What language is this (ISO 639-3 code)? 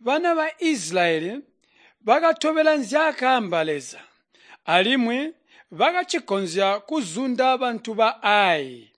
toi